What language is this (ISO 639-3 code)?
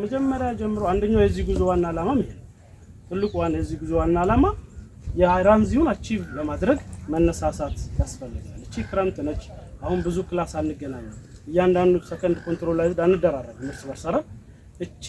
amh